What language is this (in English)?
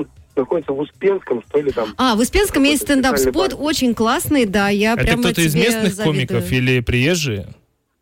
Russian